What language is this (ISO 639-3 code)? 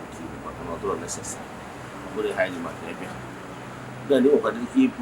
ibo